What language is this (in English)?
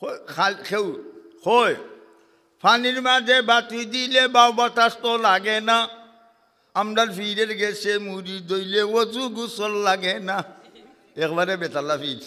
Sylheti